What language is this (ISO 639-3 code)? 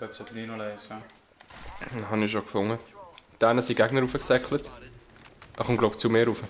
gsw